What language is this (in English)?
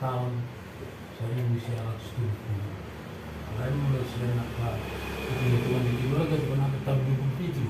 Batak Toba